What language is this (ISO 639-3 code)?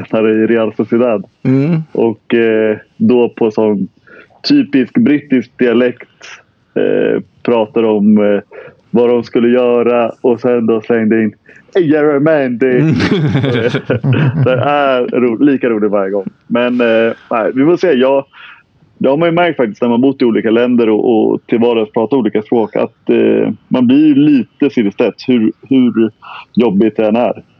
swe